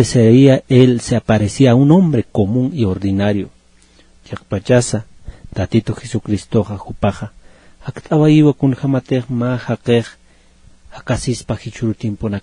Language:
Aymara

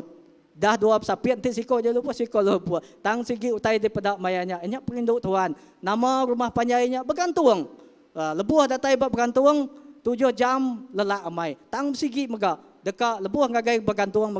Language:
Iban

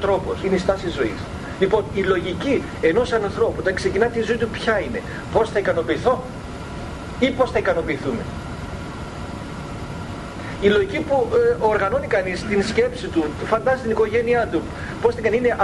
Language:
Greek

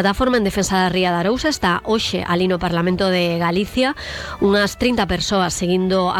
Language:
Galician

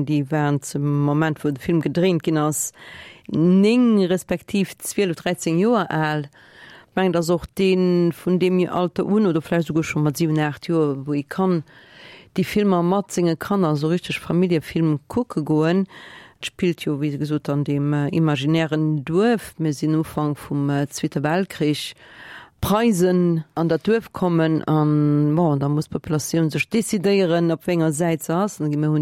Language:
Luxembourgish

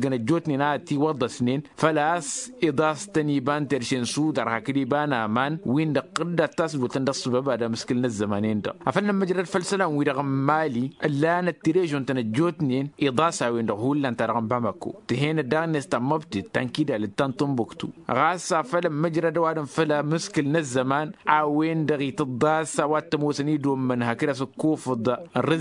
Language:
Tamasheq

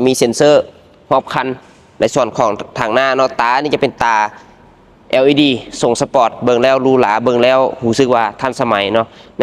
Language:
Lao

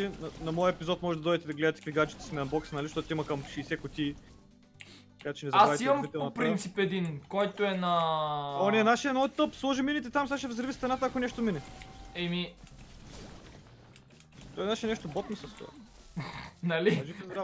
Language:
Bulgarian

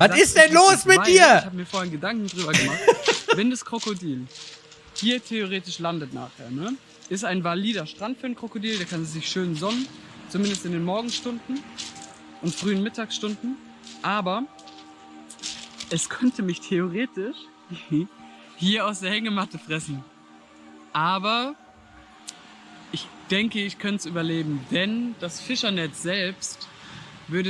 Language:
German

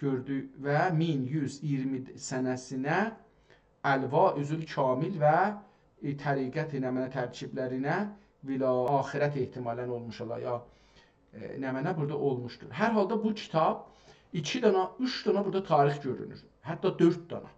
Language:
South Azerbaijani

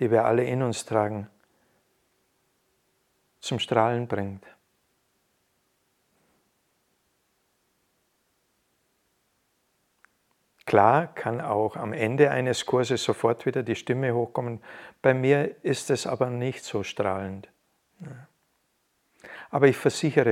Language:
German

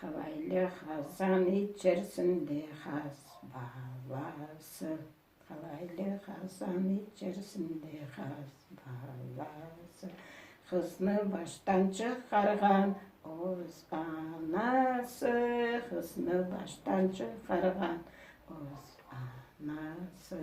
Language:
Crimean Tatar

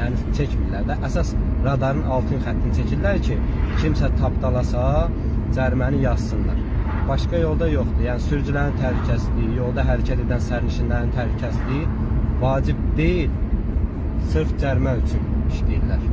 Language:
Azerbaijani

